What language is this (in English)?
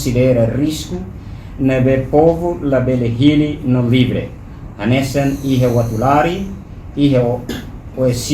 Tetum